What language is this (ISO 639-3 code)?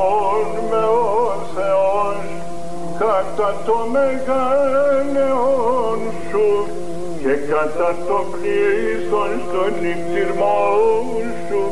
ell